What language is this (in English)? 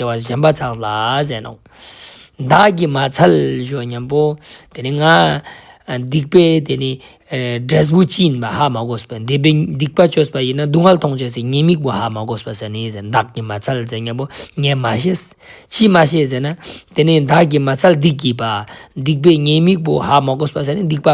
Ladakhi